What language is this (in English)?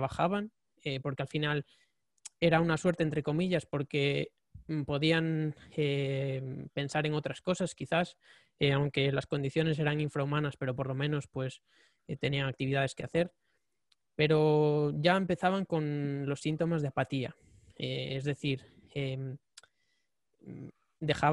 Spanish